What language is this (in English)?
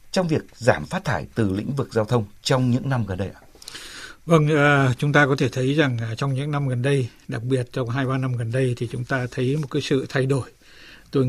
Vietnamese